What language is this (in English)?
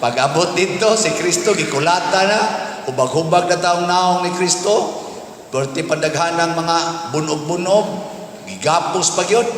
Cebuano